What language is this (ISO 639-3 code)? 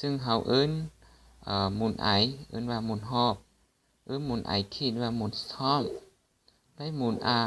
lao